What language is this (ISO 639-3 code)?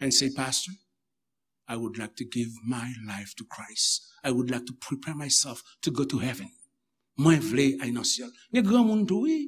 hat